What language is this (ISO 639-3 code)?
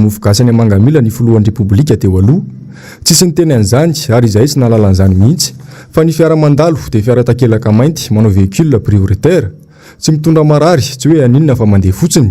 mlg